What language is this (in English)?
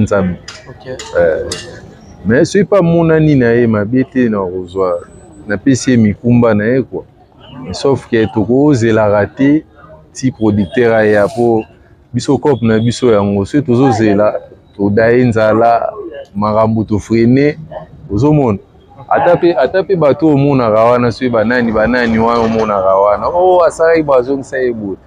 Lingala